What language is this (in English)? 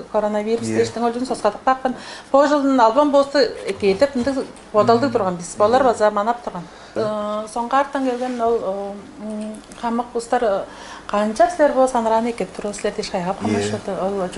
Tuvinian